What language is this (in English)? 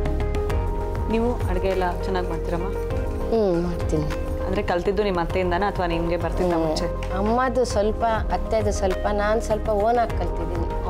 Kannada